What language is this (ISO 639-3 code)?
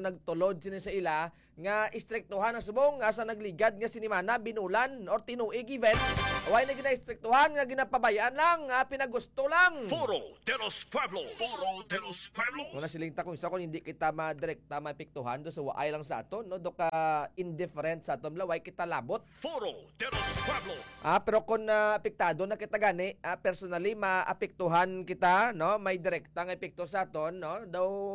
hil